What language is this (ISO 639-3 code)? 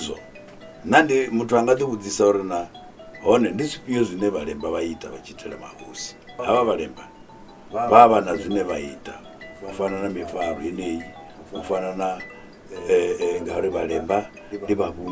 ven